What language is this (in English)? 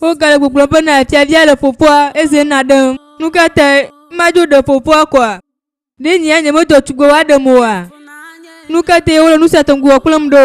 Ewe